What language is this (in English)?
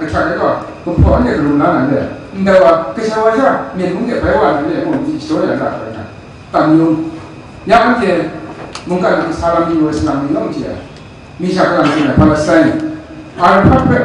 Kachin